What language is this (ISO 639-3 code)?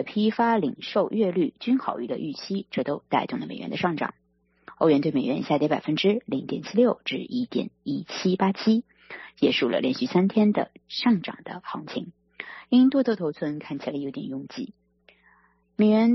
zho